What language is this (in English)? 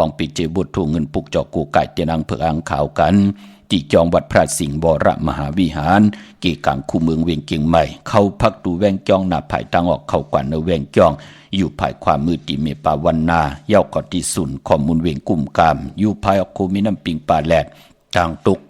Shan